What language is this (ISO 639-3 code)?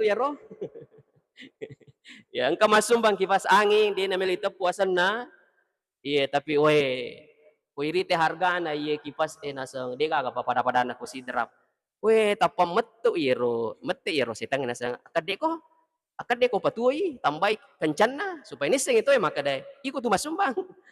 bug